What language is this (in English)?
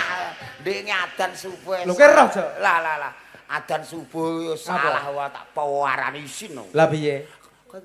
Javanese